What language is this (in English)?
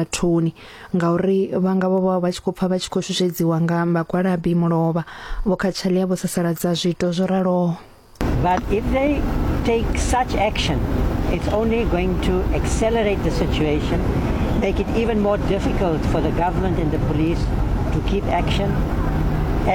Venda